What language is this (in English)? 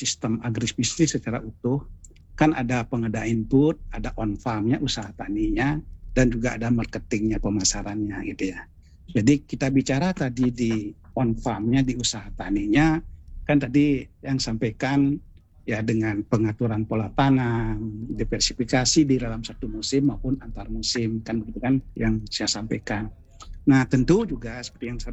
Indonesian